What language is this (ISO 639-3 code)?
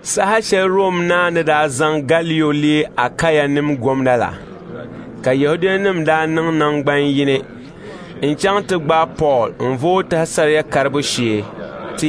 dag